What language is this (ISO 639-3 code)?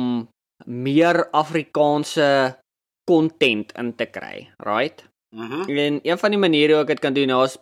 afr